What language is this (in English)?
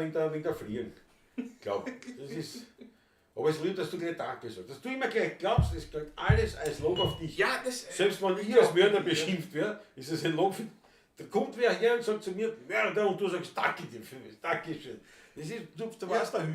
Bavarian